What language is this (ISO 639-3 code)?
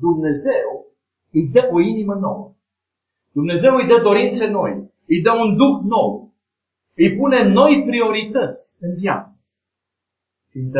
ron